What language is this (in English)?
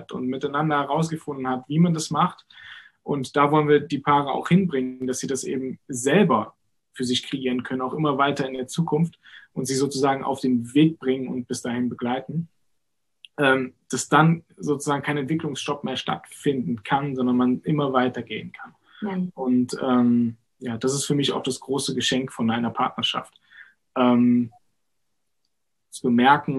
German